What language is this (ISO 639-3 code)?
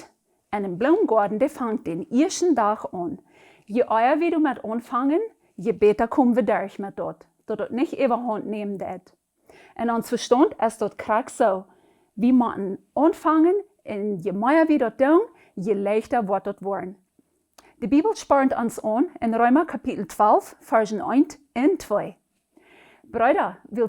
pdt